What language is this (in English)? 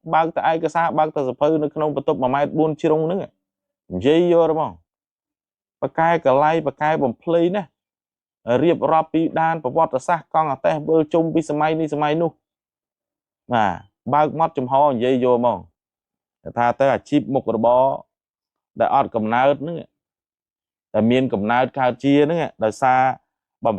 Khmer